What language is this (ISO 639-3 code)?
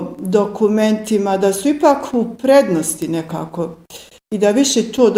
bos